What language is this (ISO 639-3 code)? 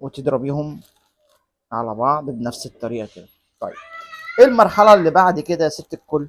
arz